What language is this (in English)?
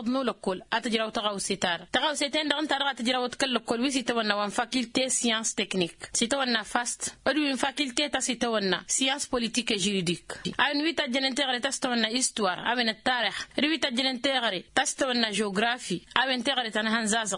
Tamasheq